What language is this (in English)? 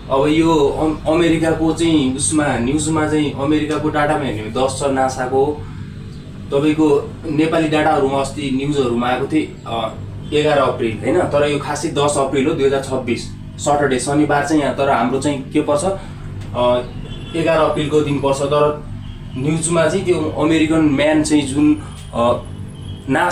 Nepali